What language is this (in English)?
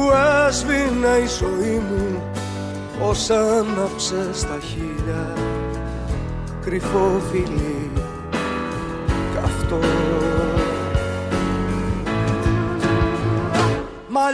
Greek